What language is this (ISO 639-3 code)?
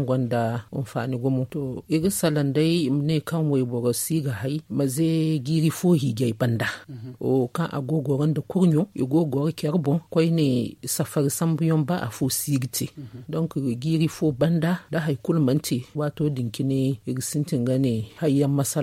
dje